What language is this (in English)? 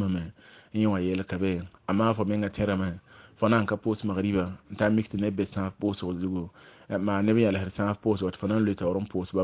Mossi